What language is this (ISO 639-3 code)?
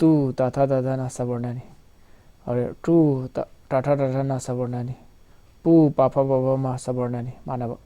mni